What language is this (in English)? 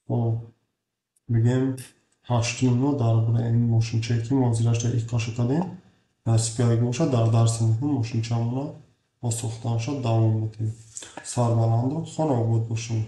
Tajik